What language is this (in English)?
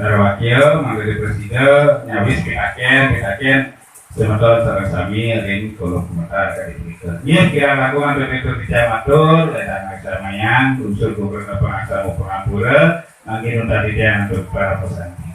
Balinese